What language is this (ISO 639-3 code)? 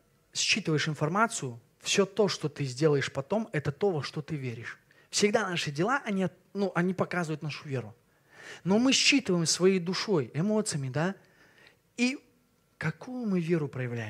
rus